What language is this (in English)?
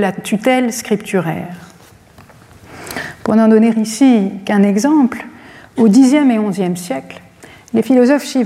French